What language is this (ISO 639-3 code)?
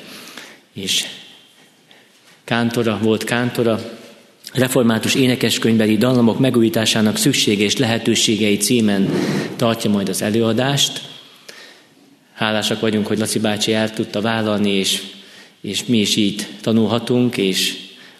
hun